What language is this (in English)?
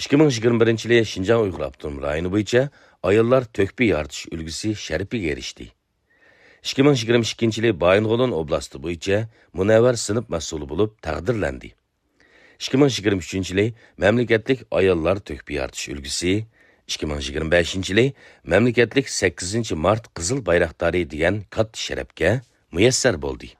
Uyghur